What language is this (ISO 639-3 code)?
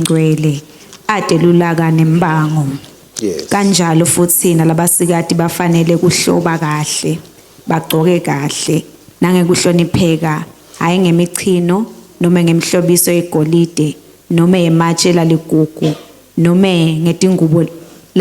ssw